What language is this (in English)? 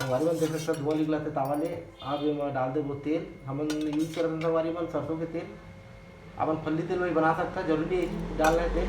Chhattisgarhi